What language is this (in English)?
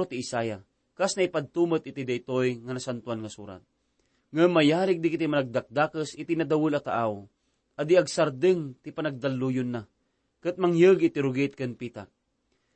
Iloko